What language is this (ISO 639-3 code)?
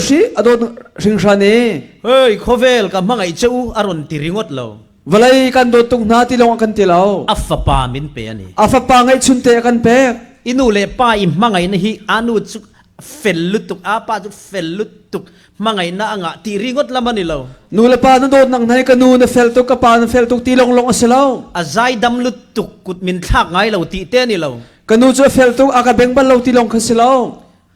cfm